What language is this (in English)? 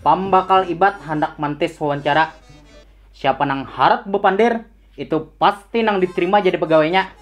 Banjar